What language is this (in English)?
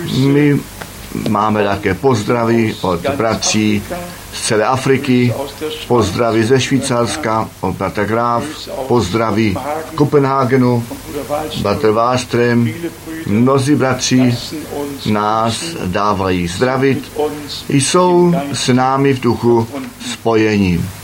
Czech